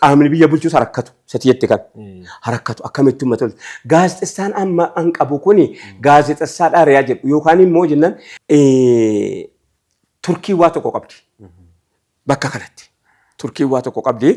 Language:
Oromo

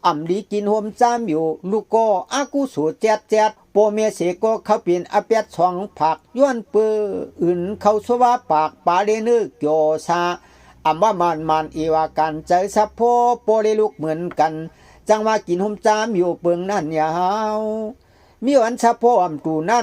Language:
Shan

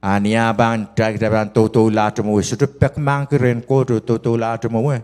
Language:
Pohnpeian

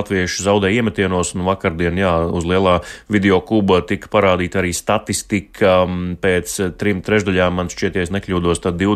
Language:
Latvian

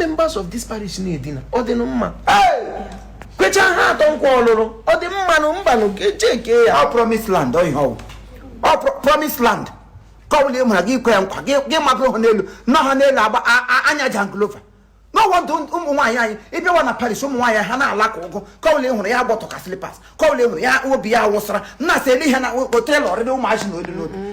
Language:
Igbo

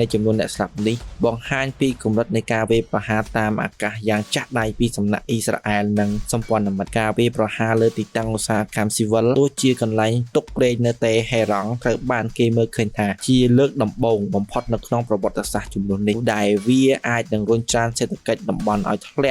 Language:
Khmer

